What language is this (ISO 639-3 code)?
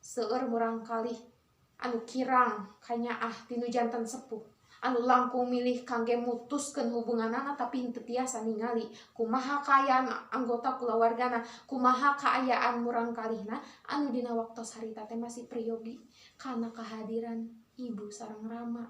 sun